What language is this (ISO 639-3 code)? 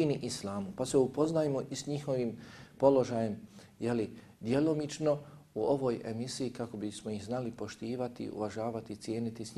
bos